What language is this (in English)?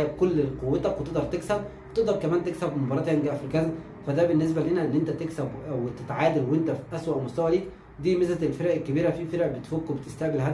Egyptian Arabic